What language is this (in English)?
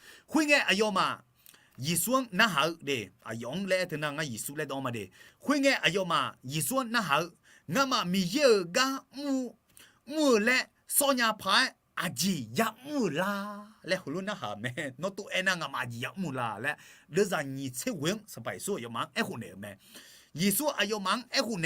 Akha